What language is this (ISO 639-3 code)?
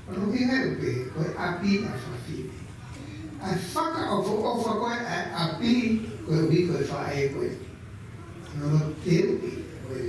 ton